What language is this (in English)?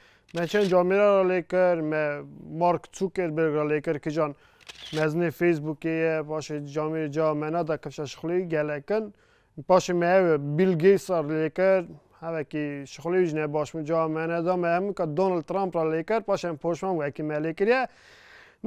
Kurdish